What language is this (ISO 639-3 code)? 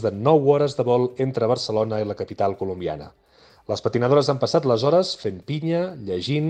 cat